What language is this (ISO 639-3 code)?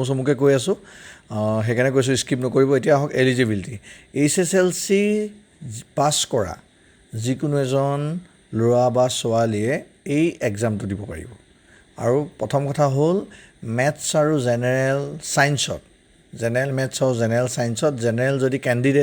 asm